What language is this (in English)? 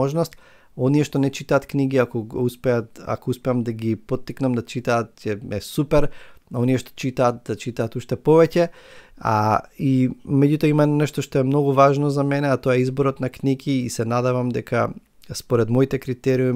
Macedonian